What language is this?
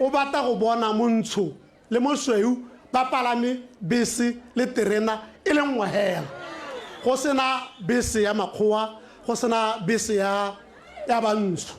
Tswana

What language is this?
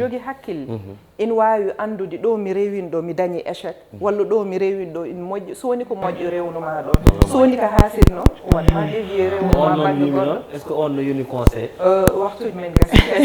Fula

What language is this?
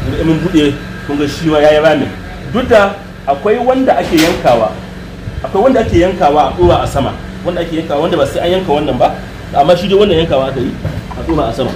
Hausa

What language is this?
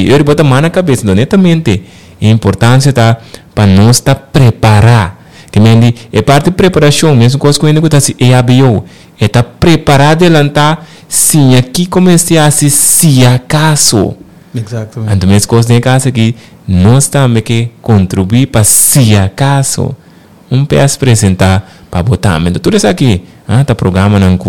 Papiamento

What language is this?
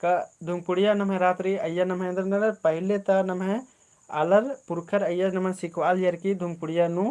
Kurukh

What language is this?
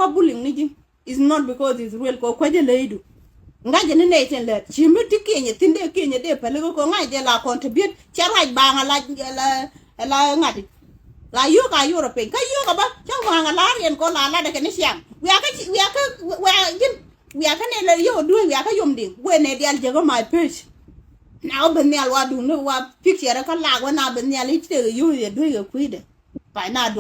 Nuer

